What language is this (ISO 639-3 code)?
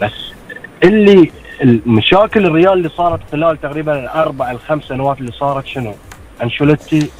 afb